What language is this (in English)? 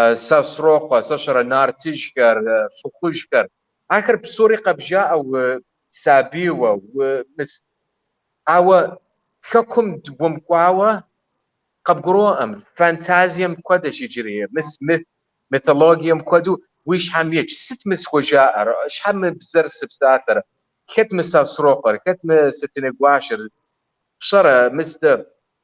Kabardian